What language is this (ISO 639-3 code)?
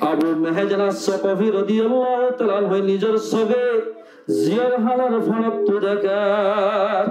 rhg